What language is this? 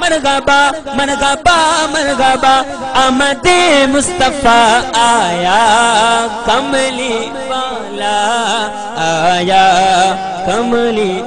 Saraiki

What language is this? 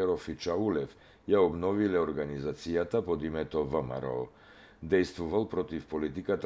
Macedonian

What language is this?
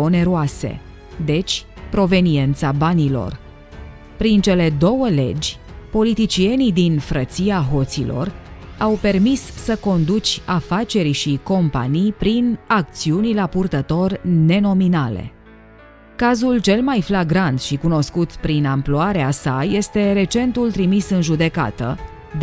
Romanian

